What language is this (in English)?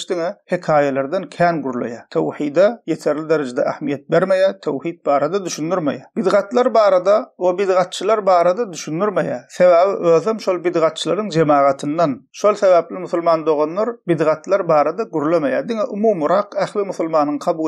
Turkmen